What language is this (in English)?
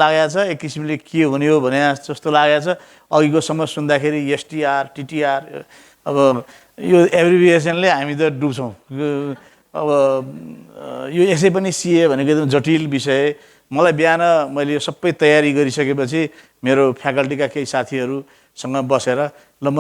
Nepali